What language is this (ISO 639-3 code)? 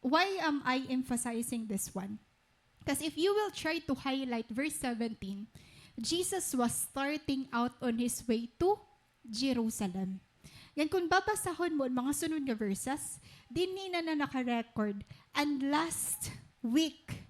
war